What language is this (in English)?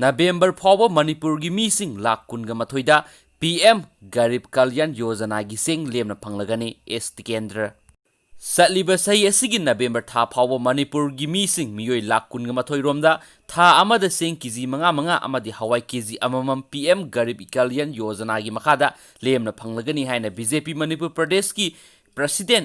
Manipuri